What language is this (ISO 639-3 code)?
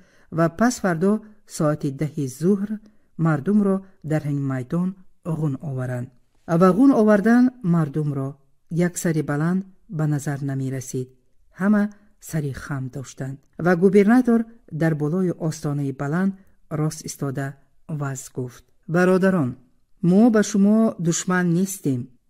tgk